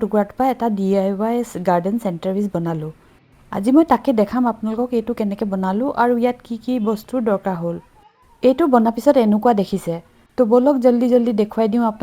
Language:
Assamese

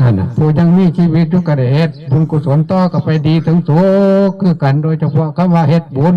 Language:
Northeastern Thai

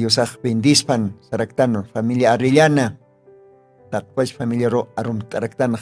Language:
Aymara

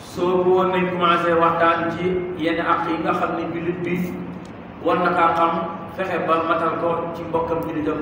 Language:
Wolof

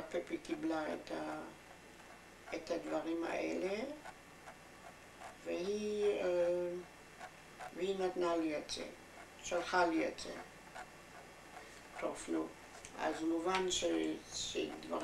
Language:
Hebrew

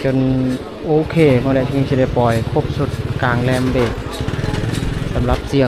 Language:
Lao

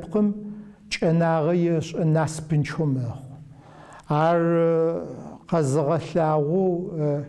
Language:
Adyghe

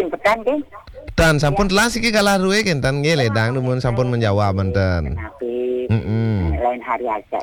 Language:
Balinese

